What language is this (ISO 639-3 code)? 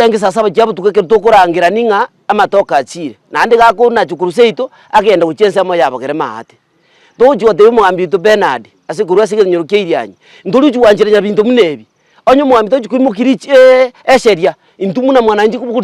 guz